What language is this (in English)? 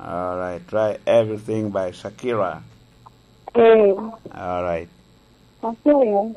Lango (Uganda)